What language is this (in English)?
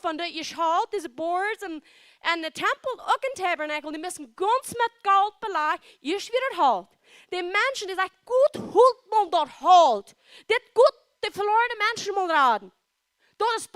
Plautdietsch